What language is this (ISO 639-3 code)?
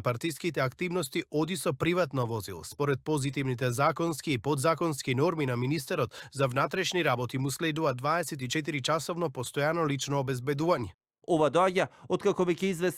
mkd